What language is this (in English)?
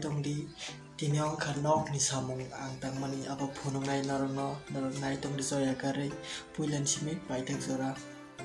Kok Borok